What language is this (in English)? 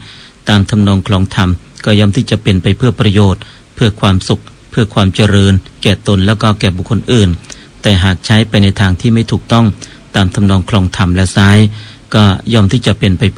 Thai